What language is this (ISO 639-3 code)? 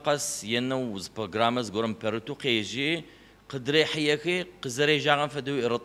ady